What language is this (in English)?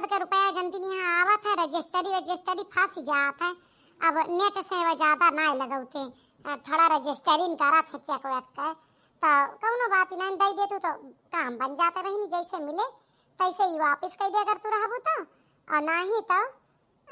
Awadhi